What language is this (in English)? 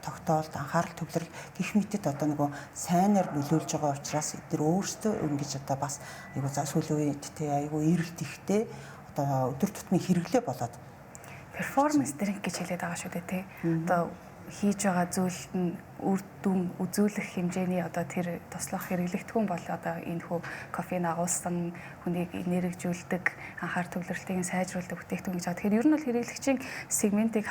Mongolian